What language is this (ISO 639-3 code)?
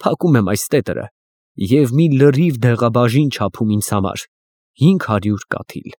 hye